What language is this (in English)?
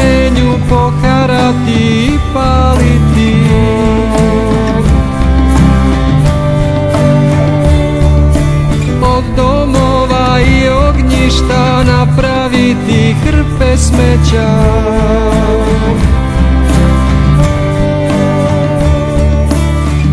Serbian